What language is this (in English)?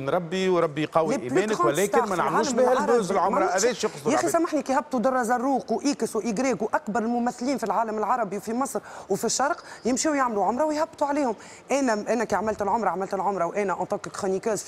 Tunisian Arabic